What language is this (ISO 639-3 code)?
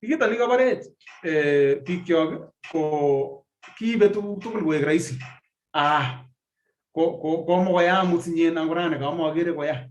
kln